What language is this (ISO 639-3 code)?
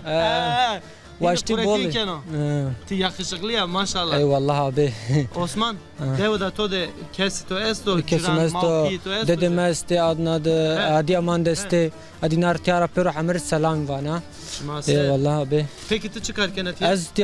zza